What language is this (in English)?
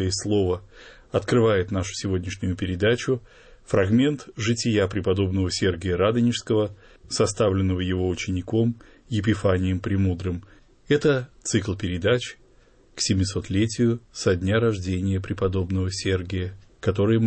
Russian